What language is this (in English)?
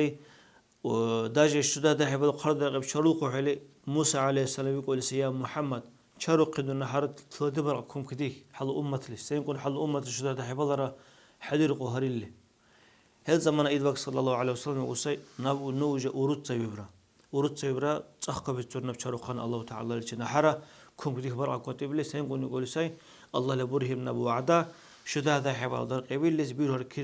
Dargwa